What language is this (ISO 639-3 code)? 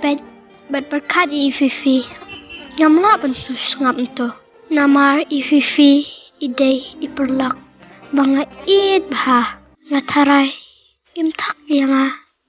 kha